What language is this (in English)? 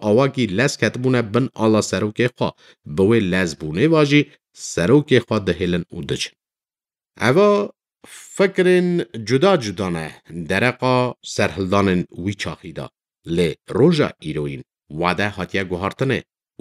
Kurdish